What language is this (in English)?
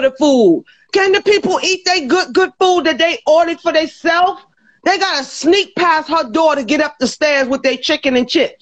Jamaican Creole English